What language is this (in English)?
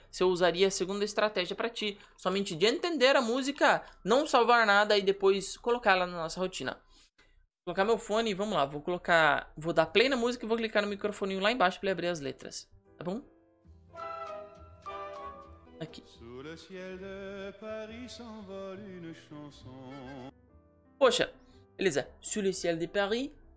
Portuguese